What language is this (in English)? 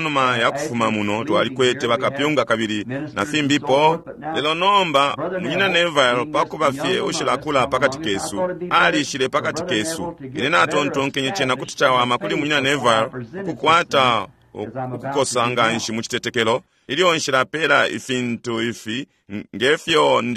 Bemba